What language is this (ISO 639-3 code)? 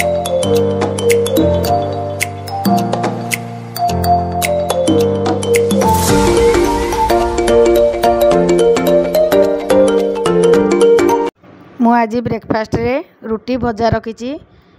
ori